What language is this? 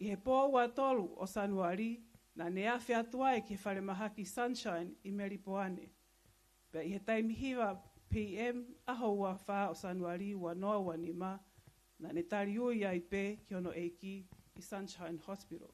Tongan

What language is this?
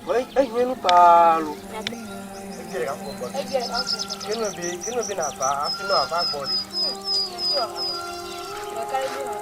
Ewe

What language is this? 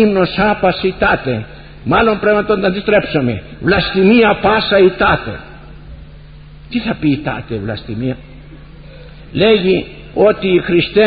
Greek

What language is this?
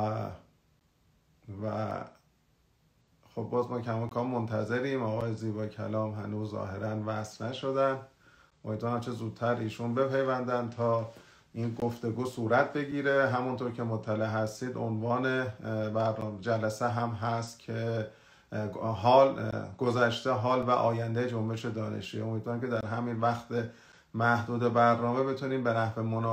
Persian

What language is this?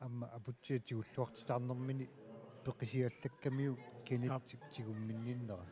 Kalaallisut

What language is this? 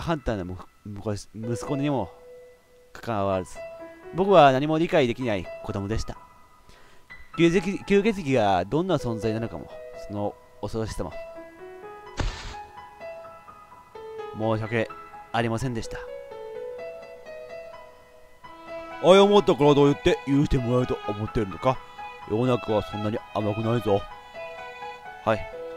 Japanese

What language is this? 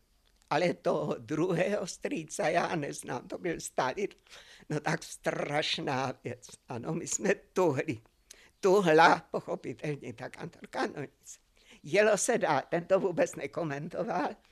Czech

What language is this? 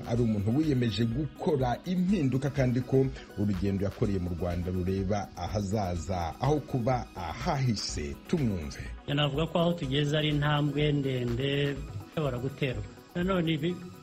Kinyarwanda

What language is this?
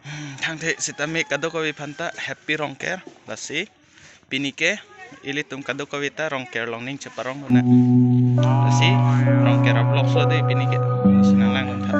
Karbi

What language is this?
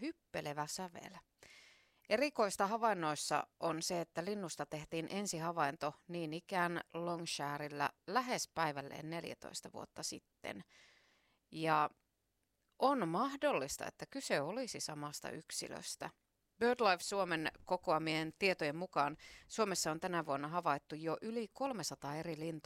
Finnish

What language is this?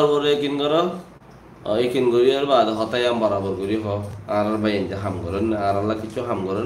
Rohingya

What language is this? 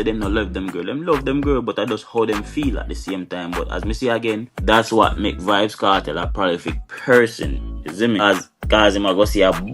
Jamaican Creole English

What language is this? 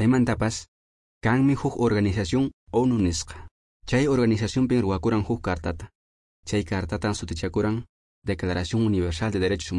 Quechua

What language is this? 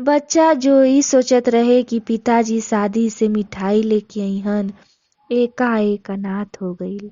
Bhojpuri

